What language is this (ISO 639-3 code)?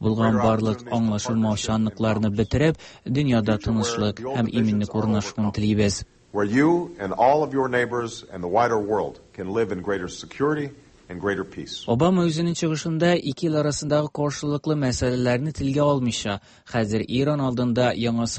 tat